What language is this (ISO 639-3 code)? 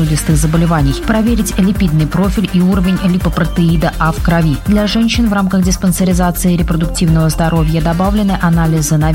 rus